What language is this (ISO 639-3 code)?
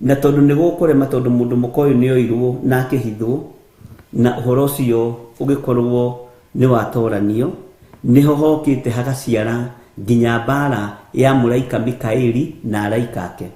kik